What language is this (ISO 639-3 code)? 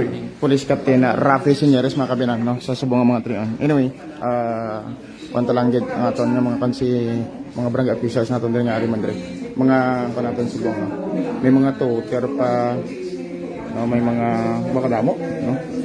hil